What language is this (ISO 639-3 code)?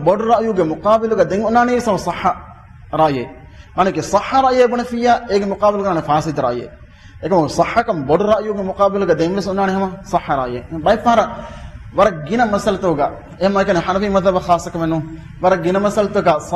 div